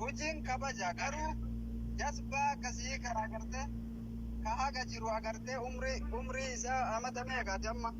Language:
Oromo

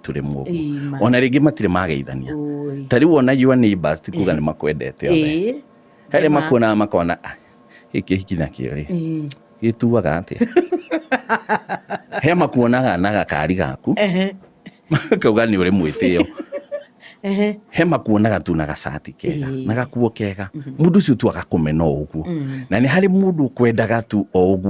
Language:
Kikuyu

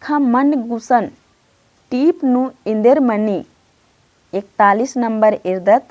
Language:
Kurukh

